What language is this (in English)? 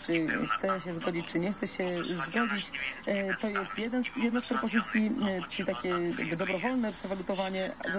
Polish